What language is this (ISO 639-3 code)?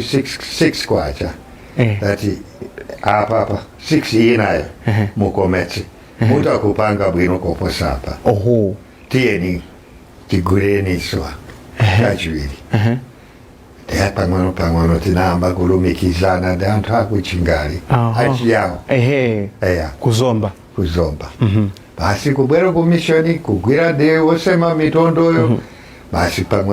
nya